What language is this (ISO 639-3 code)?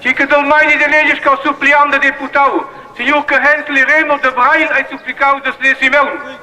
roh